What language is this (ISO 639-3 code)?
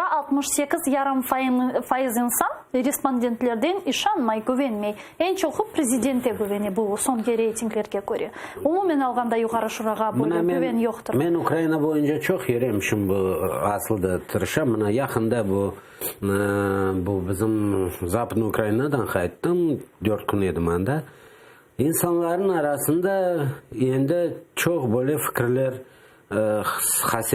crh